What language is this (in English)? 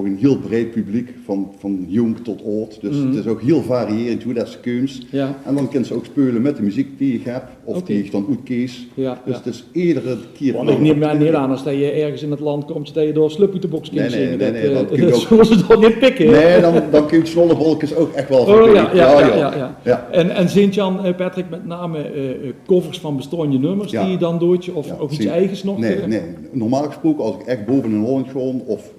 Limburgish